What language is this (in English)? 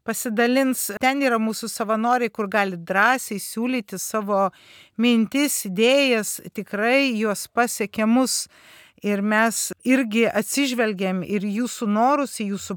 Lithuanian